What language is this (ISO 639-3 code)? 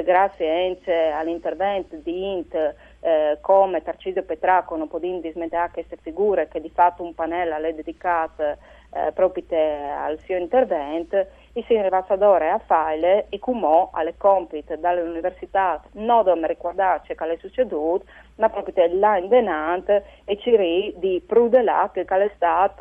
fur